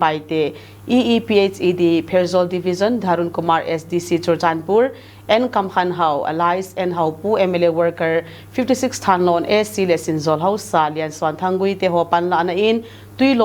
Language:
Thado Chin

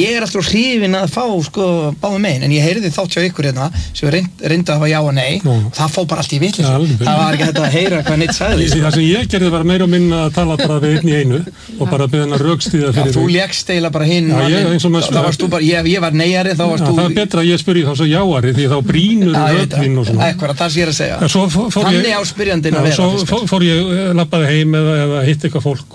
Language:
Icelandic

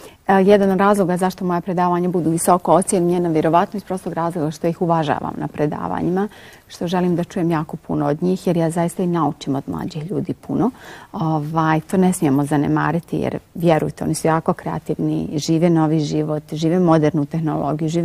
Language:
Bosnian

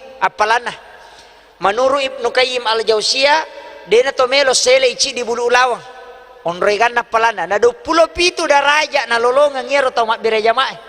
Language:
Buginese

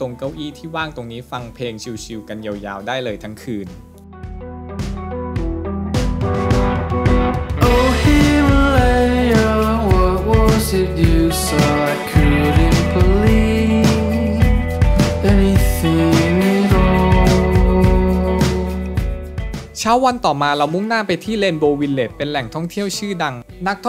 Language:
Thai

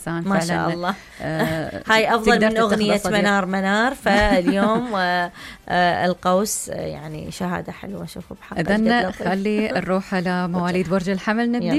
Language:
Mesopotamian Arabic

